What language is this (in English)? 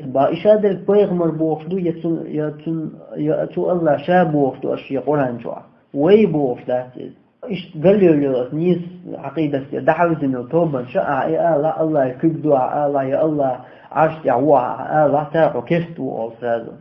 Chechen